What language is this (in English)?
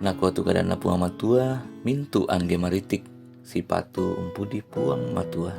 Toraja-Sa'dan